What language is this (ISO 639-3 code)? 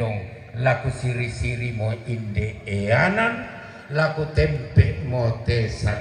sda